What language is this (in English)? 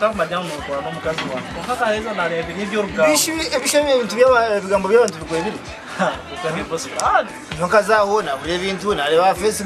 Kinyarwanda